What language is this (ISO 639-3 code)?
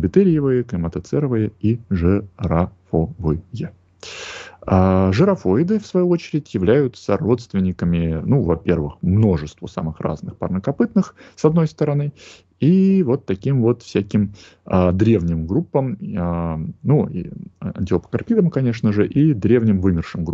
rus